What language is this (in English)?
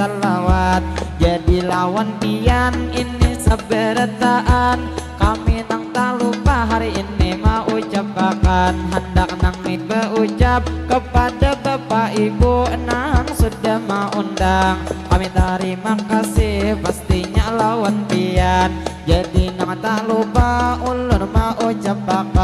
Banjar